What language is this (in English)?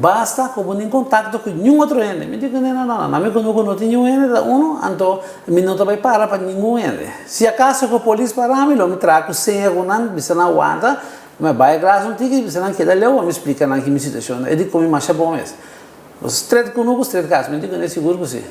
Papiamento